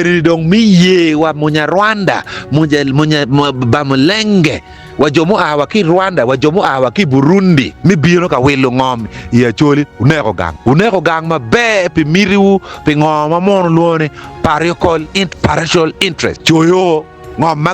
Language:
Acoli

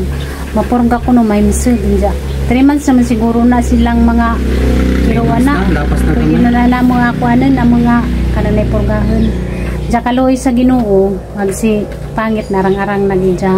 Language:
Cebuano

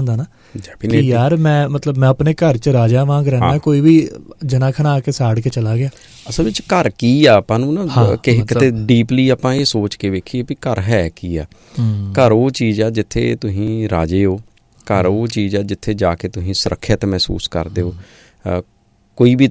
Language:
Punjabi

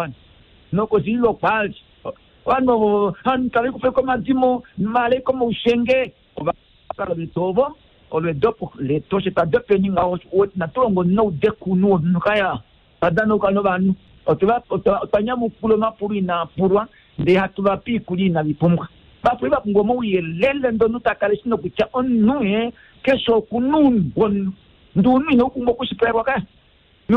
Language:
Kuanyama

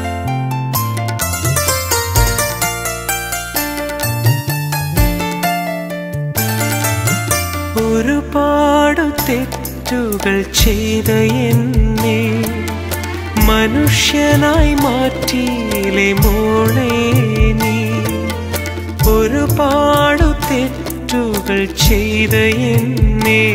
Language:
Malayalam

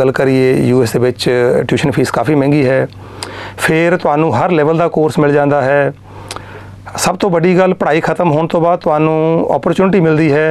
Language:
Punjabi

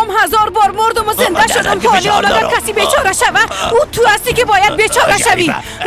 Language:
Persian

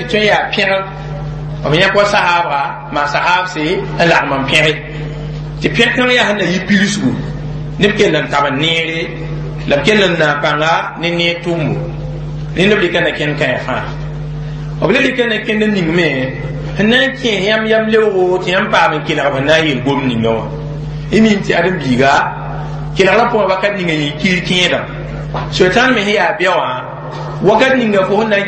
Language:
Mossi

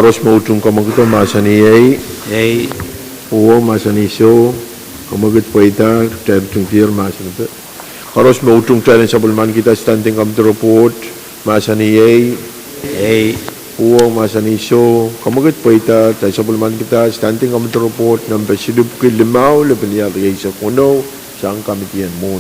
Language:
Pohnpeian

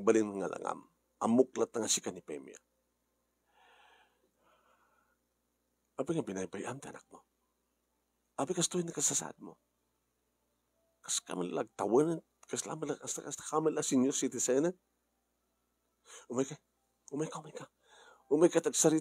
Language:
Iloko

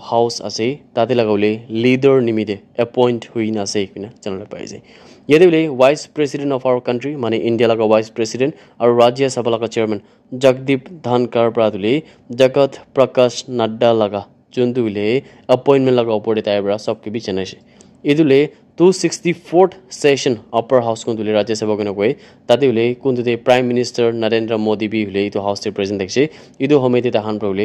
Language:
Naga Pidgin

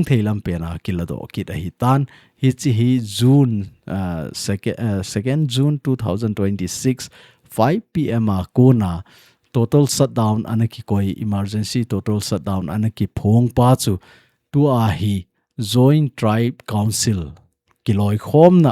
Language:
Thado Chin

